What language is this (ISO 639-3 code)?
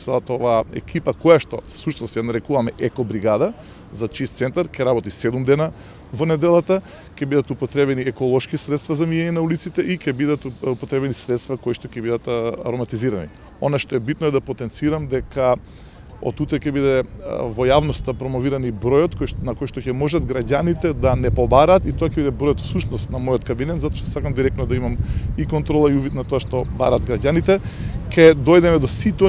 mkd